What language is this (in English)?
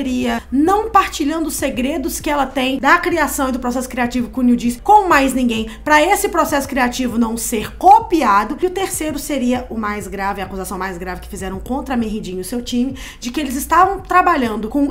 Portuguese